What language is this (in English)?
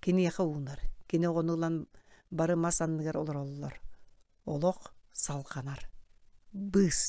Yakut